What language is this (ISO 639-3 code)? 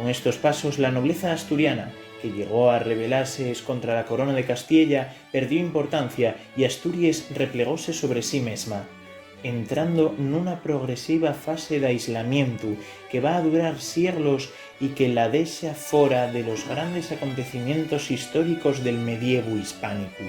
ast